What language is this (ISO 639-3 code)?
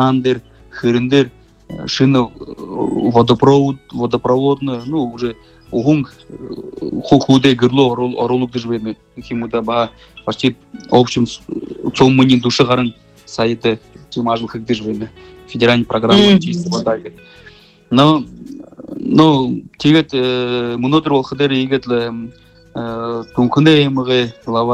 bua